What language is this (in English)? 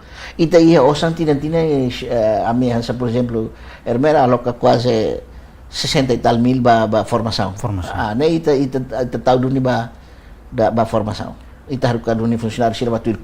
Tetum